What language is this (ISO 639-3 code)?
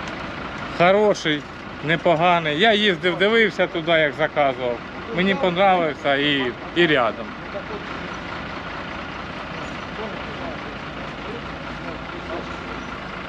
ukr